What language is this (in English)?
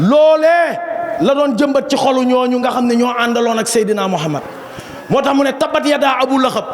Wolof